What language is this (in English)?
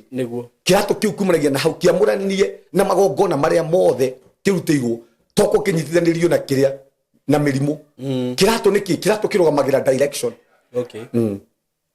Kikuyu